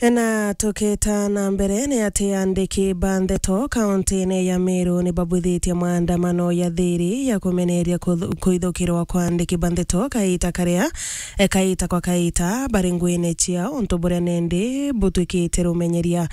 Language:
Meru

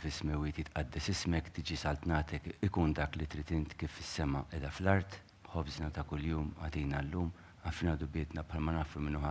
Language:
Maltese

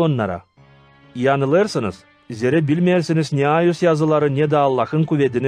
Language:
Gagauz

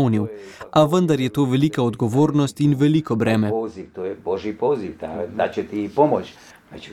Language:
Slovenian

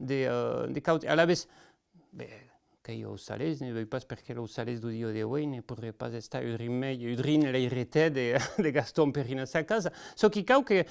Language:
Occitan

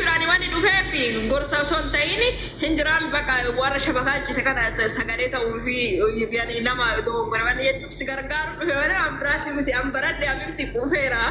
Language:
Oromo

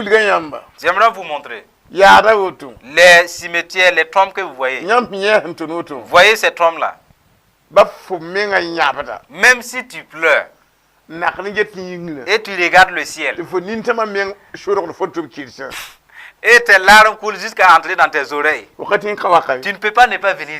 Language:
Mossi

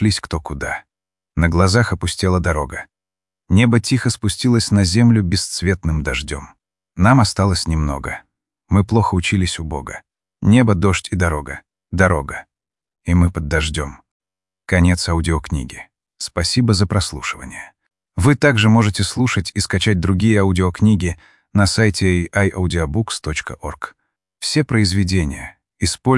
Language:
Russian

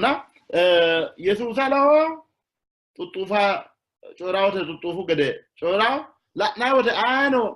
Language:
Sidamo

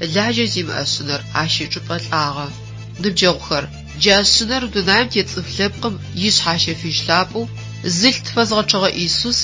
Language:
Adyghe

